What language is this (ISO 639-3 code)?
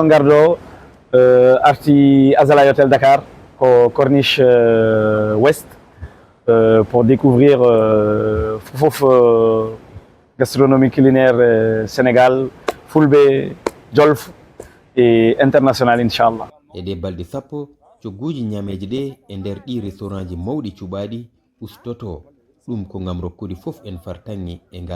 ful